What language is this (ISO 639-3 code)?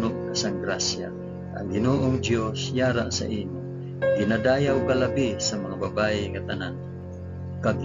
hil